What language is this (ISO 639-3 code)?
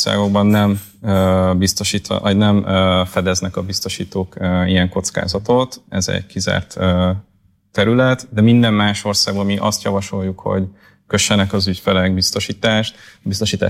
hun